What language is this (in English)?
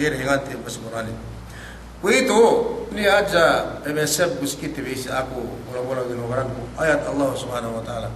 Yakan